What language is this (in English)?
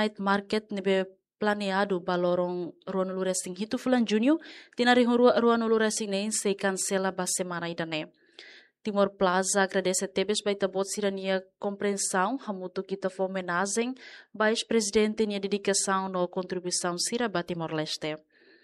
Tetum